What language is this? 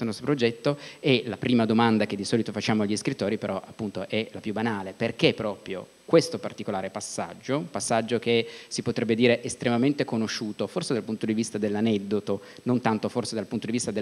Italian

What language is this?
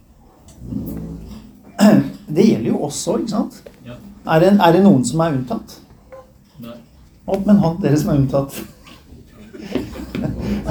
Norwegian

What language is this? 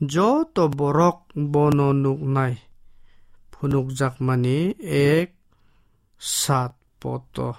Kok Borok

